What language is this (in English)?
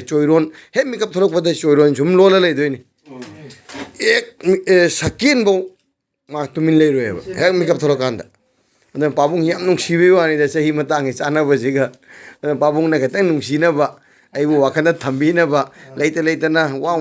Manipuri